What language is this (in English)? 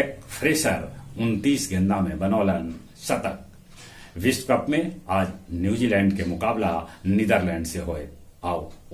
Magahi